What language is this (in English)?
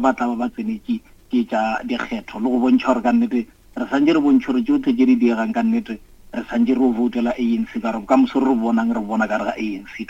Northern Sotho